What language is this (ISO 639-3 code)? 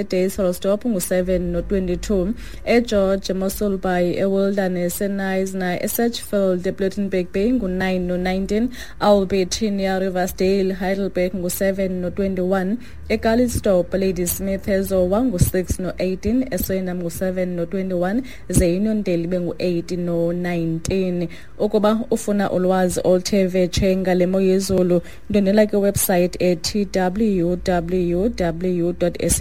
xho